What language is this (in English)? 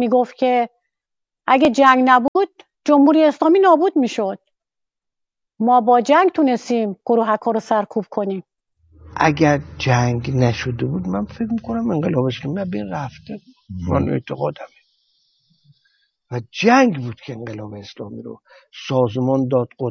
Persian